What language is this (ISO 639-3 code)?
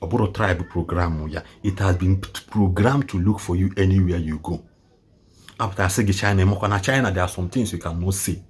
ibo